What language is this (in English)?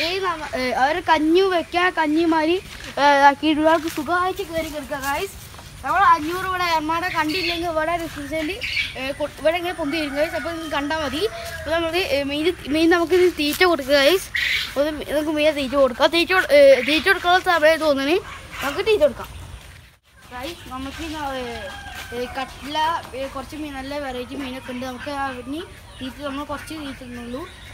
Malayalam